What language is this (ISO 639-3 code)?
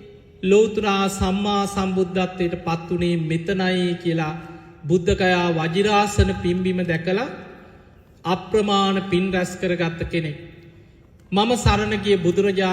sin